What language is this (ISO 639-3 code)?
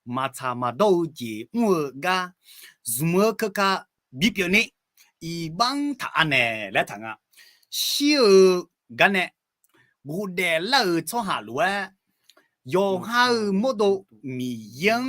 ahk